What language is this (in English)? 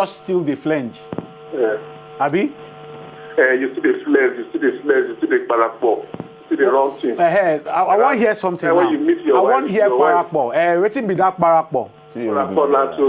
Nigerian Pidgin